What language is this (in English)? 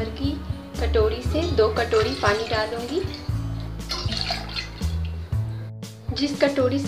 Hindi